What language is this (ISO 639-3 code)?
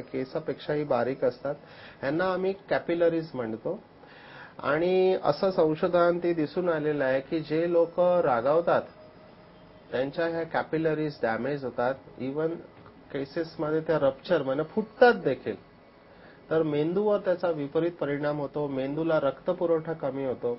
mar